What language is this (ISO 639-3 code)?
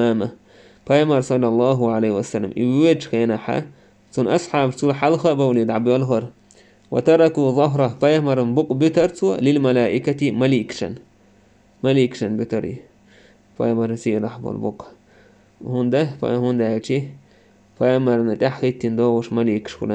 che